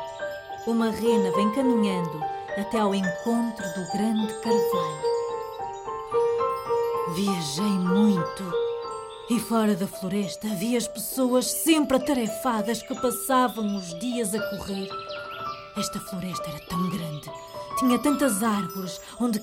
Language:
Portuguese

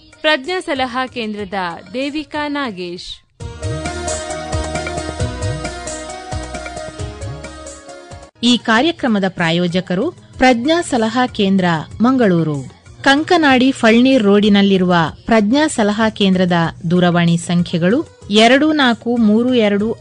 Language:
Kannada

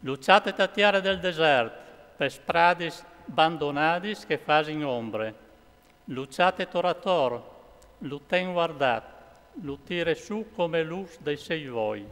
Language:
Friulian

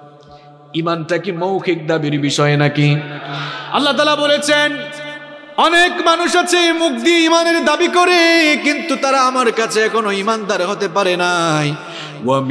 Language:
Bangla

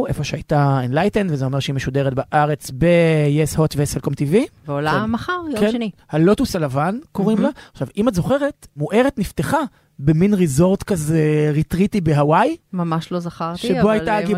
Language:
Hebrew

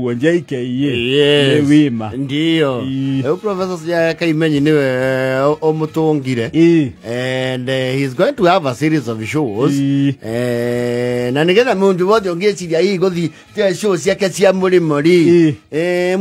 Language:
Kikuyu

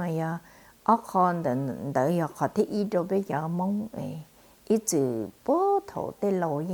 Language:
Hmong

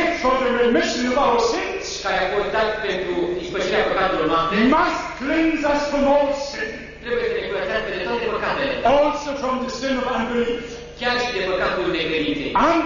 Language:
Romanian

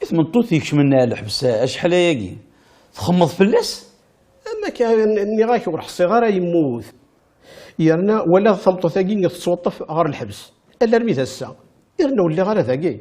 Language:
Kabyle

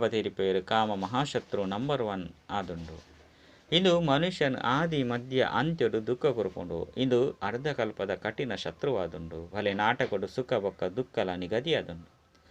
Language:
Tulu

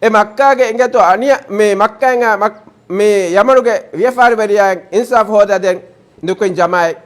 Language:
Divehi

